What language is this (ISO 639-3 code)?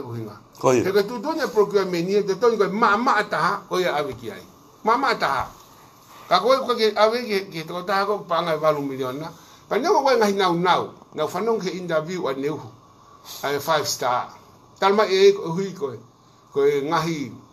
ton